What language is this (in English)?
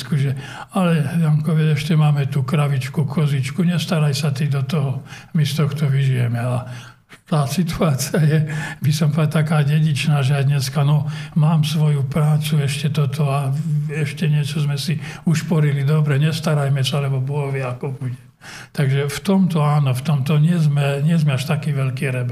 Slovak